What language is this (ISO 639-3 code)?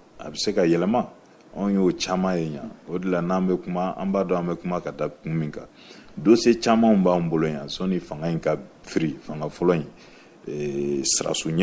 bam